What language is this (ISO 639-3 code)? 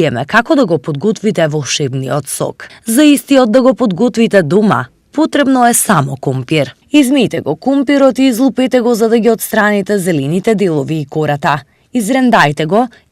mkd